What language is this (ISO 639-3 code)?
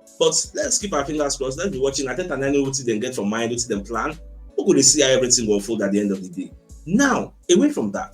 pcm